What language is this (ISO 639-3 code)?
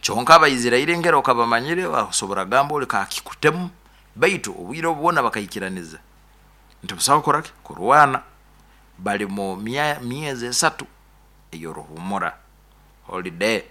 nyo